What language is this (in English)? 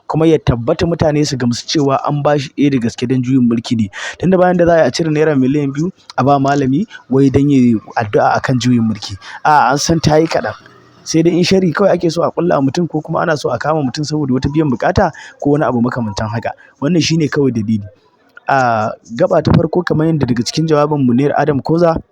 Hausa